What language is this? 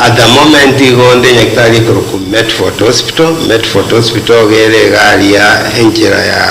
Gusii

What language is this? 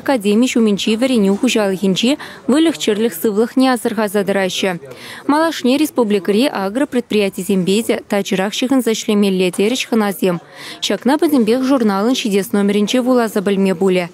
Chuvash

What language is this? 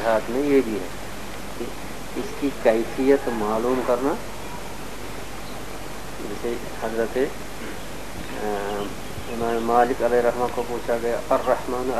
Urdu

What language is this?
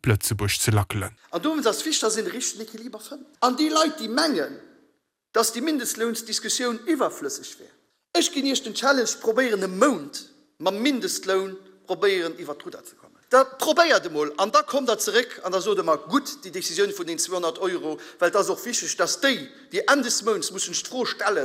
Luxembourgish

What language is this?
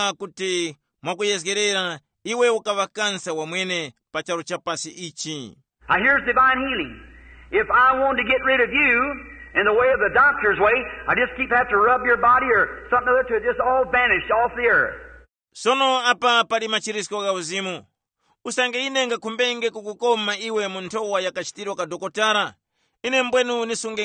Tumbuka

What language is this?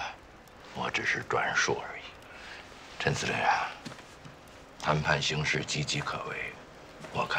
Chinese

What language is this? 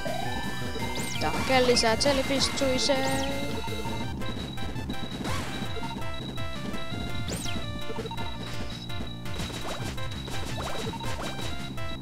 Finnish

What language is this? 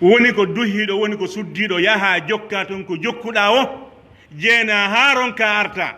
Pular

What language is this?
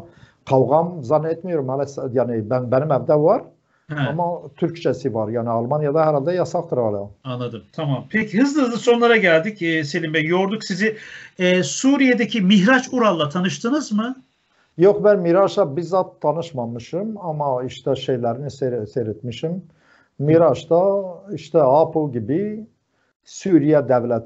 Turkish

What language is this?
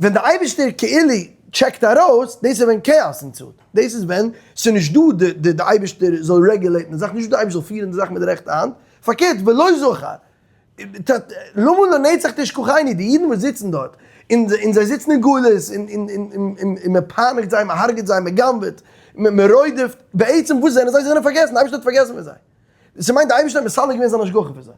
Yiddish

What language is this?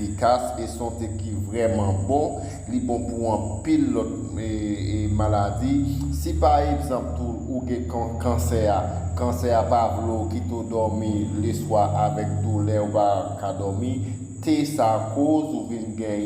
Haitian Creole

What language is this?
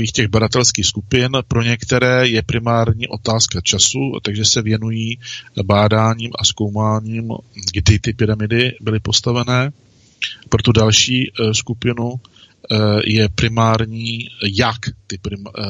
Czech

